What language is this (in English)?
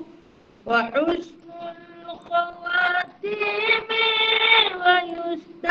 Malay